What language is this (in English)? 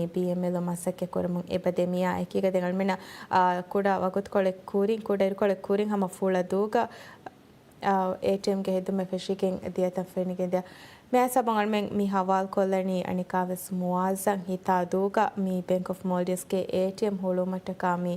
Divehi